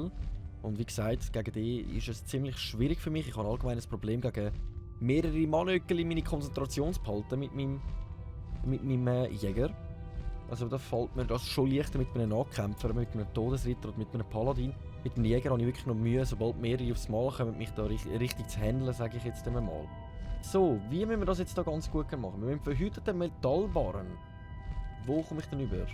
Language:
Swiss German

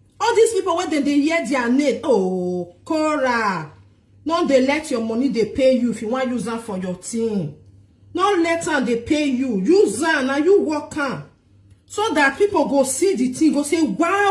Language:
Nigerian Pidgin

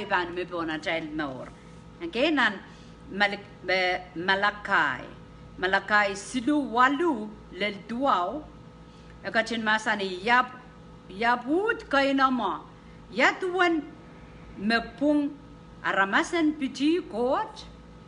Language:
Pohnpeian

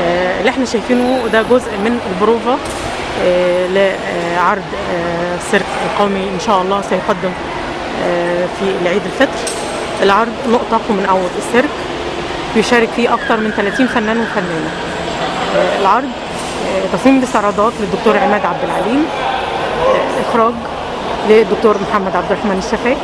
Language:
Egyptian Arabic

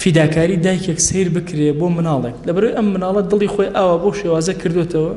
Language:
Central Kurdish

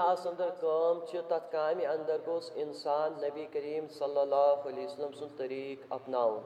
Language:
Kashmiri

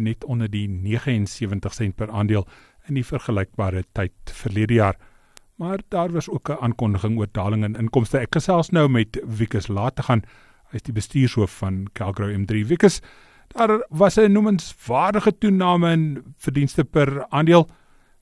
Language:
Afrikaans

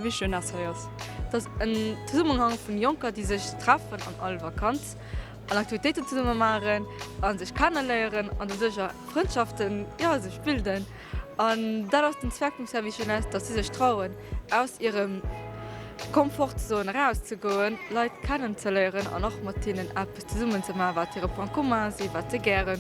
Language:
Luxembourgish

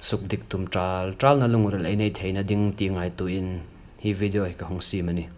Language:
Hmar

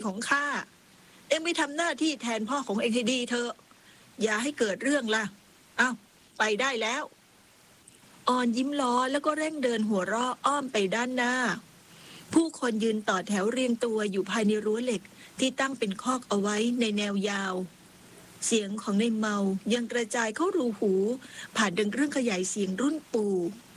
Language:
Thai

